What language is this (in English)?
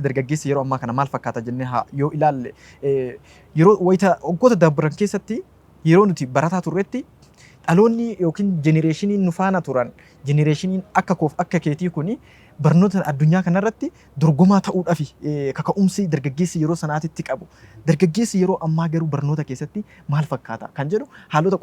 Oromo